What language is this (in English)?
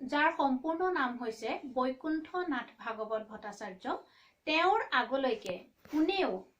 Assamese